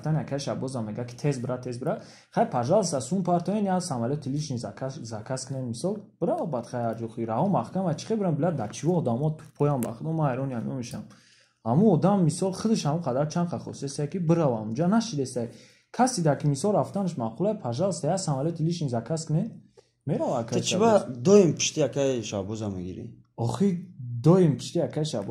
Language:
Tajik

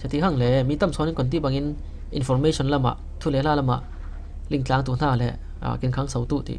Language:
Falam Chin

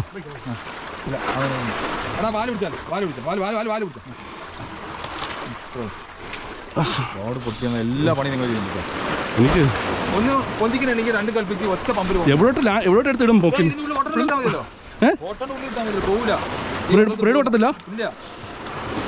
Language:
Malayalam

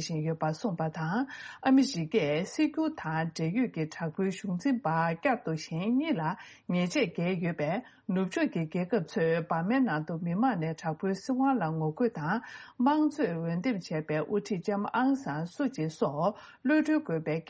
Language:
Tibetan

